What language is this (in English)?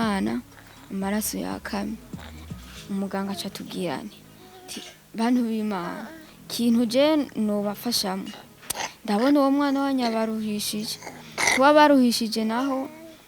Rundi